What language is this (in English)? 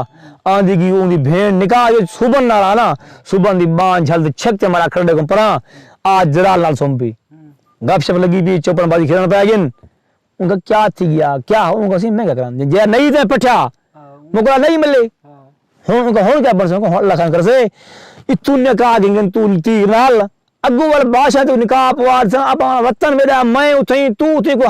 Saraiki